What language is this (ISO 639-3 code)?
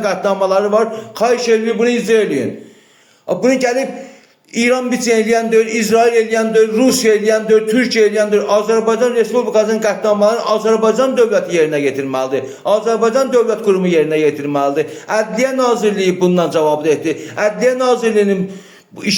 aze